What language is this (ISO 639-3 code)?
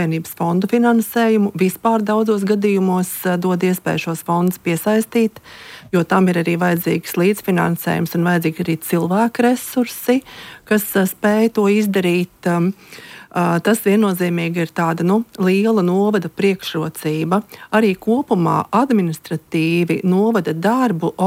lav